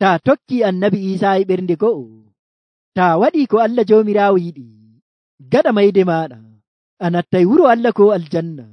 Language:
Nigerian Fulfulde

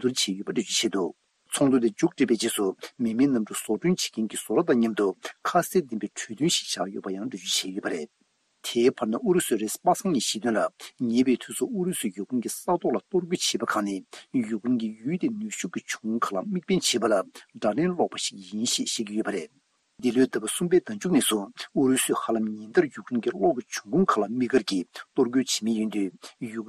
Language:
Tibetan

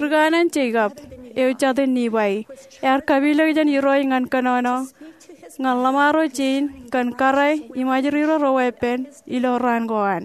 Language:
Marshallese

